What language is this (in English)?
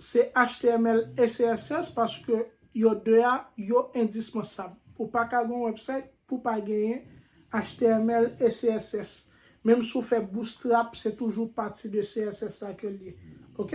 Haitian Creole